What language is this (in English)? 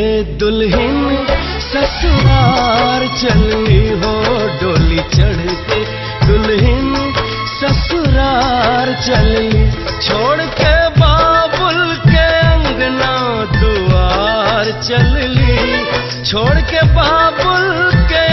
Bhojpuri